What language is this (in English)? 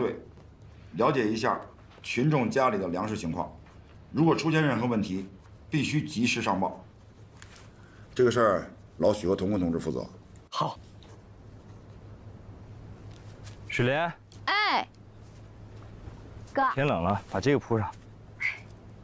Chinese